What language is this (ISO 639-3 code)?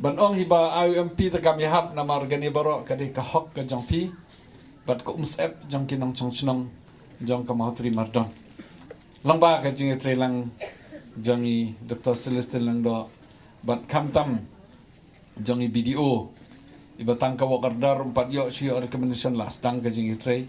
kha